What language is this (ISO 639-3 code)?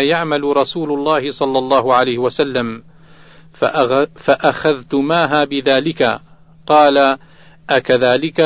ara